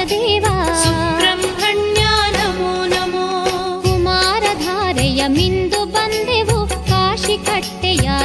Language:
Kannada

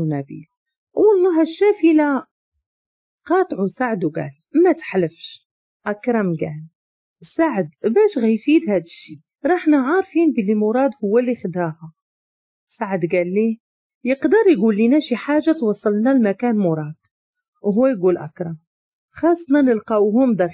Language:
Moroccan Arabic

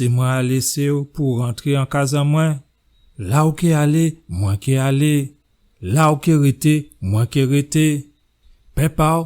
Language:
Guadeloupean Creole French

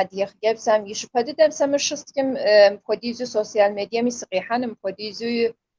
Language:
Kabardian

